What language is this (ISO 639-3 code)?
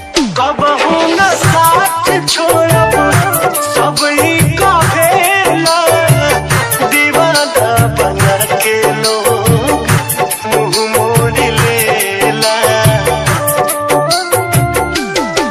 bho